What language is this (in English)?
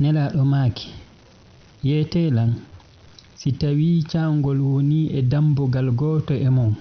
Fula